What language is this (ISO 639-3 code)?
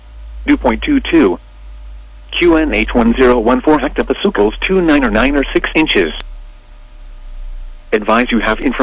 eng